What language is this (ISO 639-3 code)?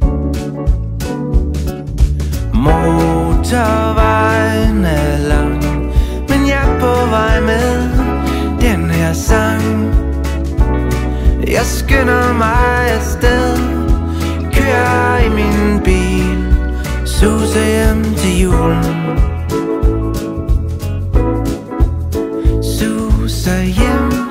dan